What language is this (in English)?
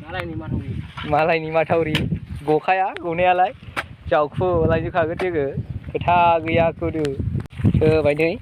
Bodo